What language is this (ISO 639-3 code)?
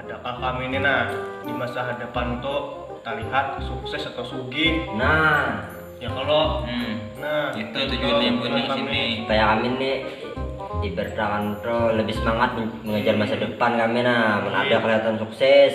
bjn